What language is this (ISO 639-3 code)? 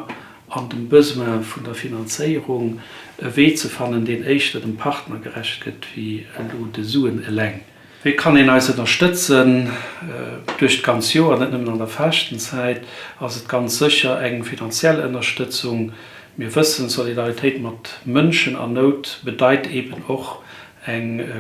ltz